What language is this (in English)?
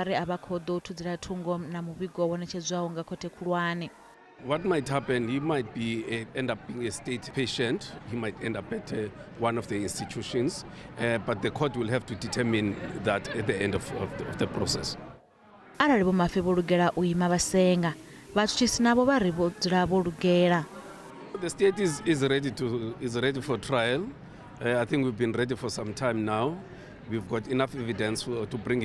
Venda